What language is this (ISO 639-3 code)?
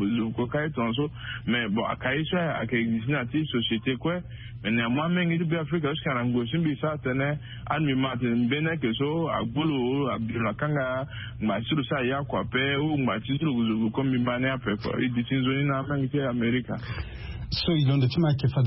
sag